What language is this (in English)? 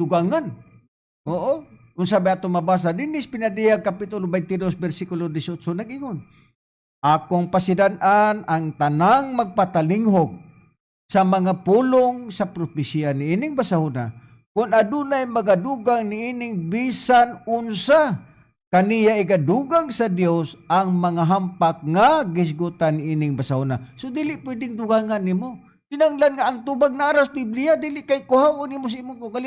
Cebuano